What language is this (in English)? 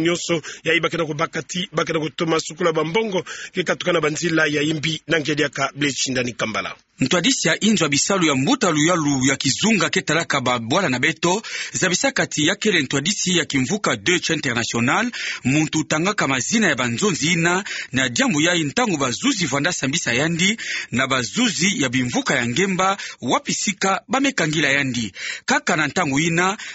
Kituba (Democratic Republic of Congo)